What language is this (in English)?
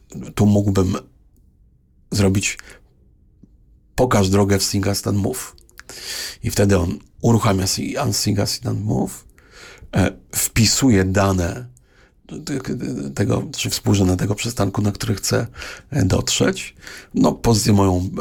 Polish